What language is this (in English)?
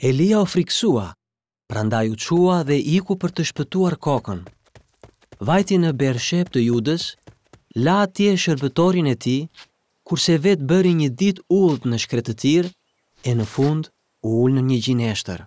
Albanian